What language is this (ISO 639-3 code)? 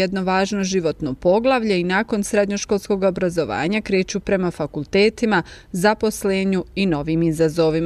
bos